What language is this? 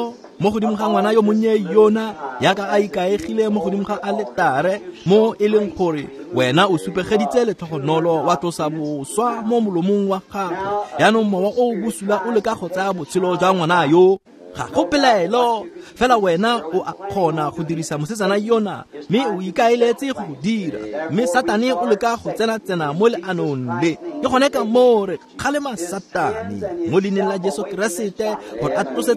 Tswana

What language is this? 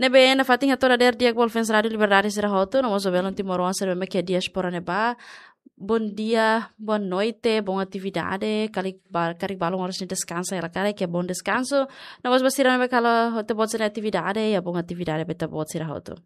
Tetum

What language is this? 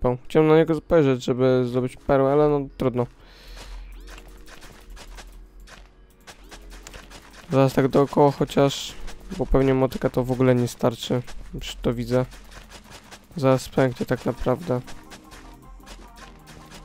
Polish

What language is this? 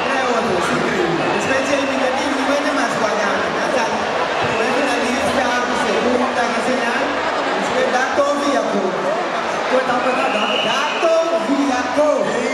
Papiamento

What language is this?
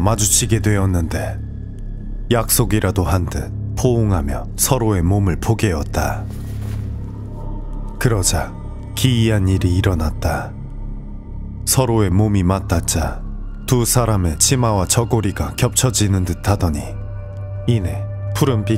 Korean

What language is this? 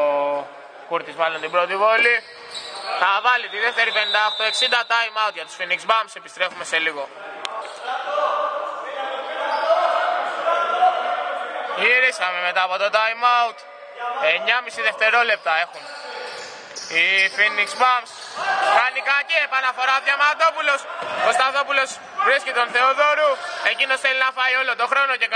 Greek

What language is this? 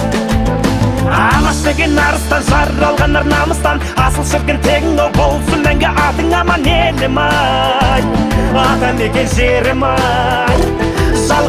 Kazakh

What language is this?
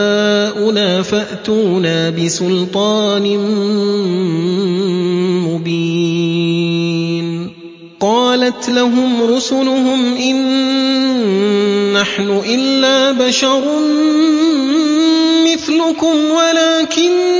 Arabic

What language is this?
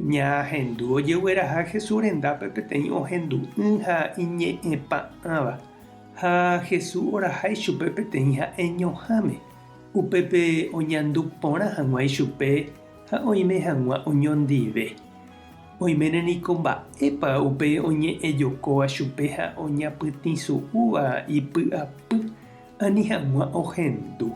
Guarani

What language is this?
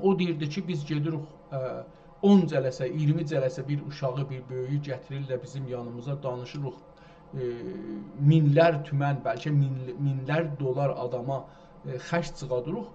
South Azerbaijani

